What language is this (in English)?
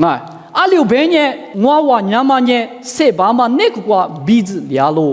Lisu